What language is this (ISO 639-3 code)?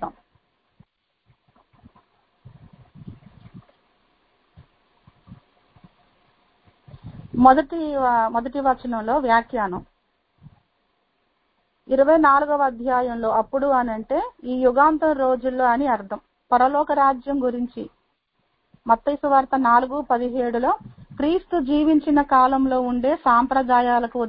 tel